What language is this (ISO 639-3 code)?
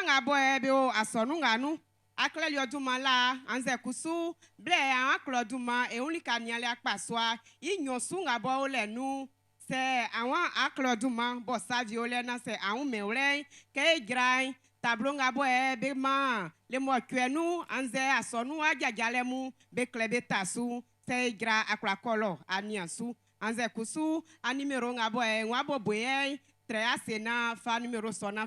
bci